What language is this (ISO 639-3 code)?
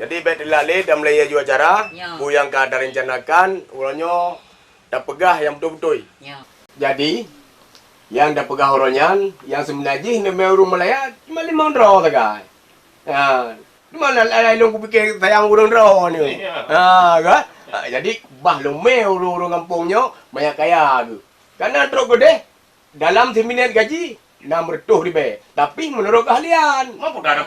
ace